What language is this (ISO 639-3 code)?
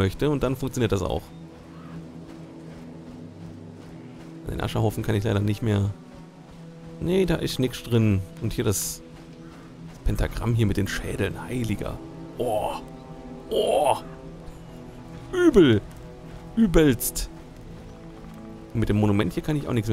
deu